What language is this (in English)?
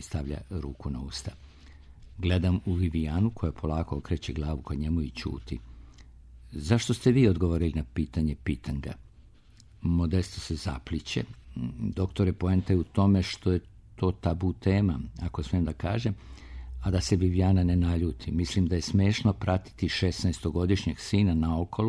Serbian